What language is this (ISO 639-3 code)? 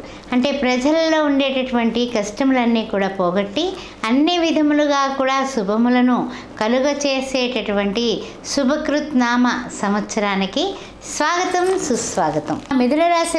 tel